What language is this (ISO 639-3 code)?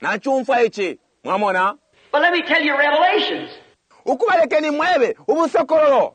bem